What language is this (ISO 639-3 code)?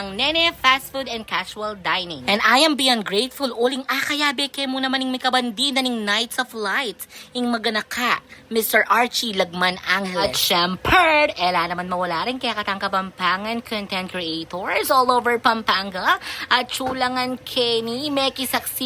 pam